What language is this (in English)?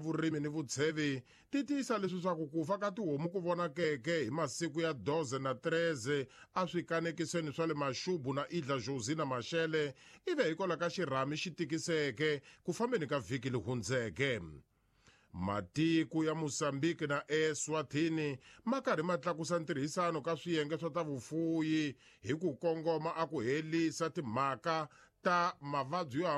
Tsonga